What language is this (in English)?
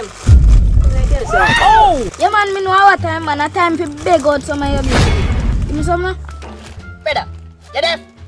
Jamaican Creole English